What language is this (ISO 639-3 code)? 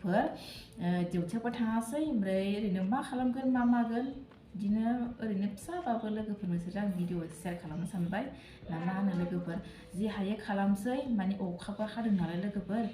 brx